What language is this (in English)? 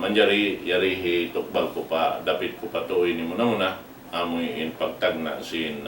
Tausug